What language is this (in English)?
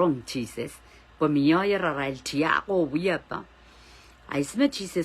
Pohnpeian